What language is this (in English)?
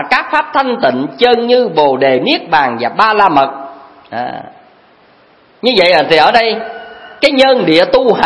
Vietnamese